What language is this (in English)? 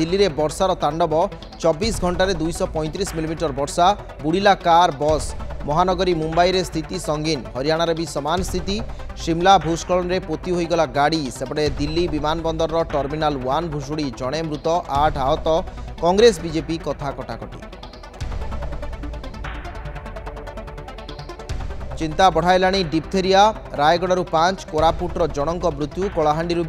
Odia